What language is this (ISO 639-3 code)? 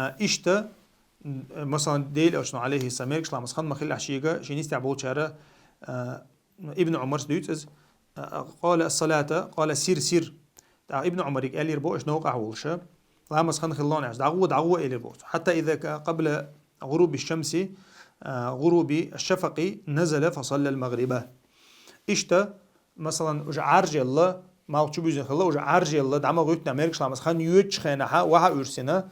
che